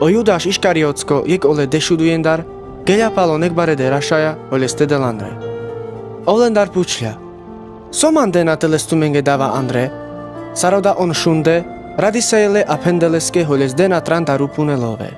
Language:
Carpathian Romani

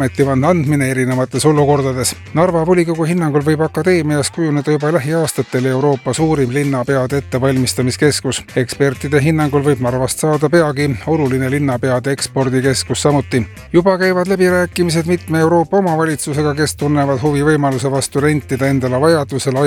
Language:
Estonian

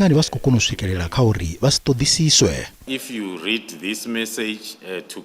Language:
Venda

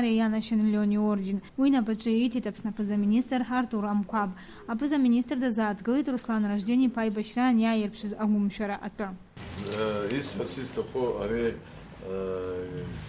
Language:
Abkhazian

